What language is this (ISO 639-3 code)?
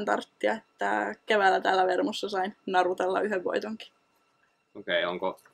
fin